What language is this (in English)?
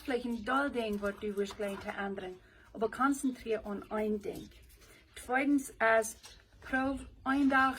Plautdietsch